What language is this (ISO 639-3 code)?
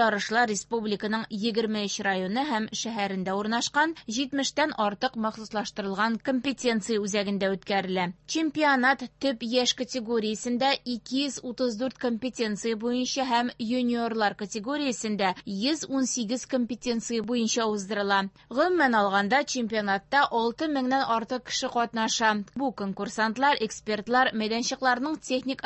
tat